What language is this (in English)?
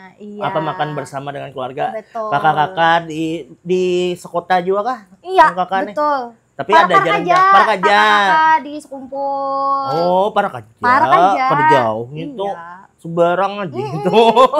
Banjar